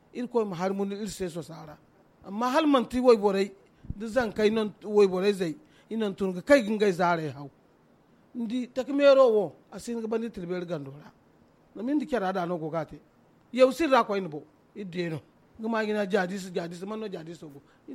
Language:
Zarma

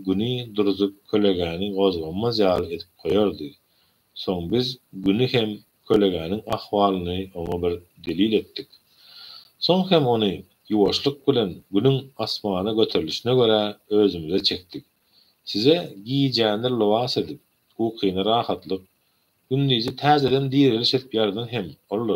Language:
Turkmen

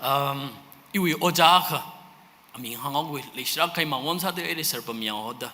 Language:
Tangkhul Naga (India)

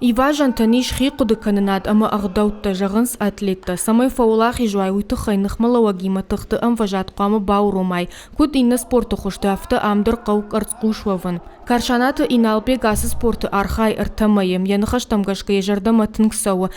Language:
Ossetic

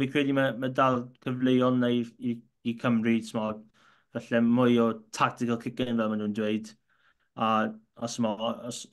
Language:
Welsh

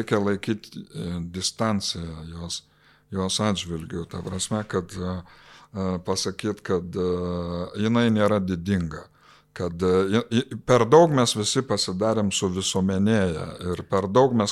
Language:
Lithuanian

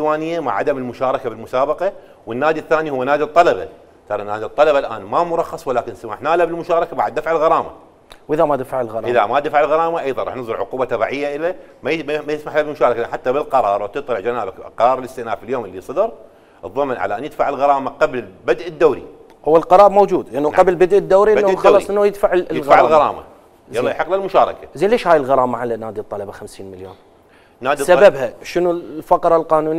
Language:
Mesopotamian Arabic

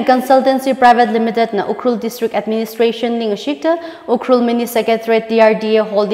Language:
Tangkhul Naga (India)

